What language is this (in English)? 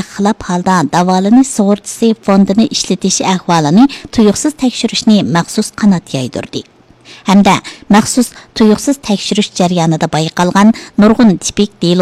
Uyghur